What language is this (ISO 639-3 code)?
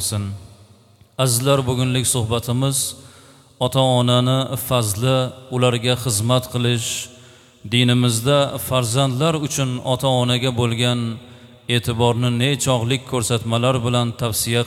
uzb